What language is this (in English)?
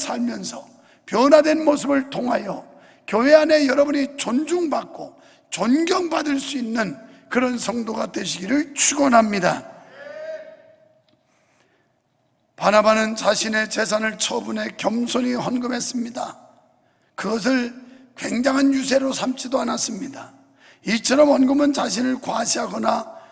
Korean